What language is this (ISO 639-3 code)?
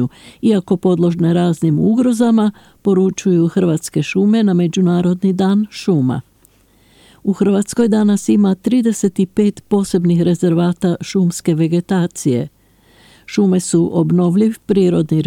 hrv